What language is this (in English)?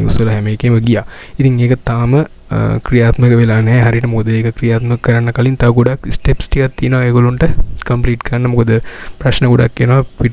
Sinhala